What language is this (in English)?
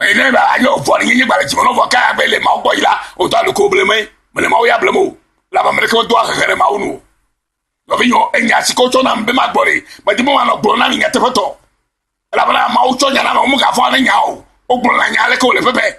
Ewe